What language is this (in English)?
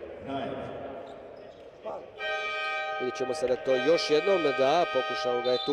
Croatian